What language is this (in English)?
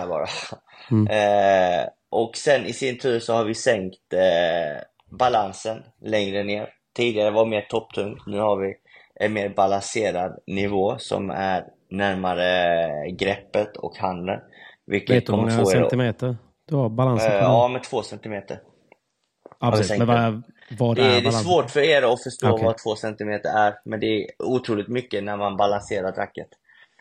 Swedish